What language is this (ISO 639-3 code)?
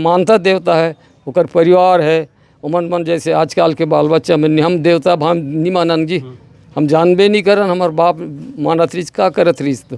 hne